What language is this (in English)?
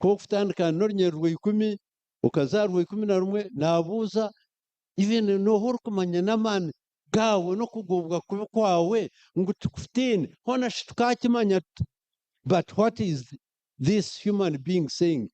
Nyankole